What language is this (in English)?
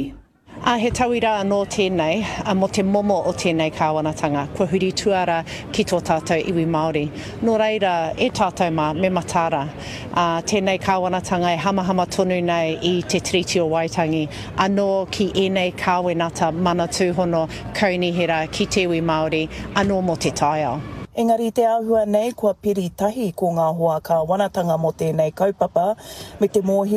Māori